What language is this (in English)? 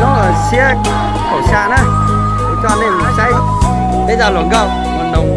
Hmong